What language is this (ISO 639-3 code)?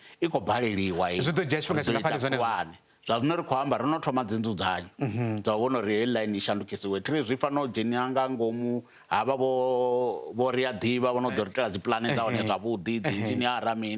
ven